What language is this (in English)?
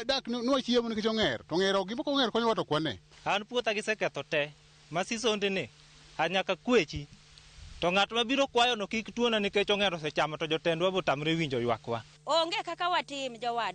Luo (Kenya and Tanzania)